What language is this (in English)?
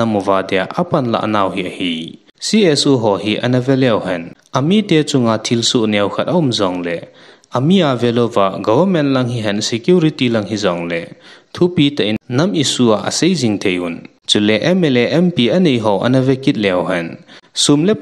Thado Chin